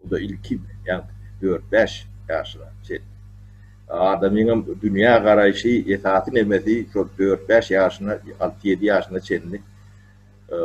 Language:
Turkmen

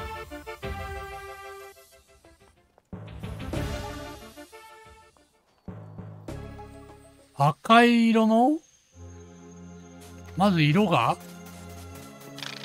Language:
Japanese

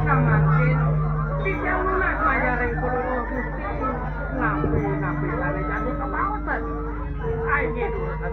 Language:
Balinese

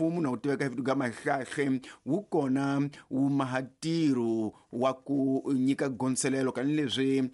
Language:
Tsonga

